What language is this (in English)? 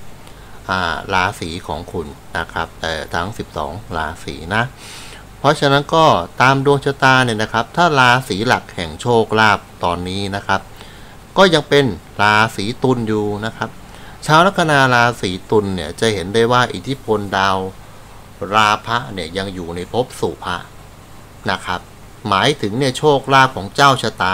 Thai